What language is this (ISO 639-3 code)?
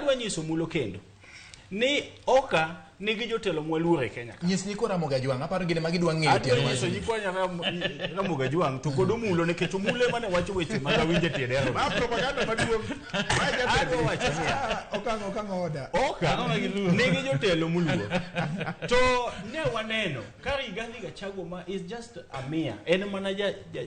luo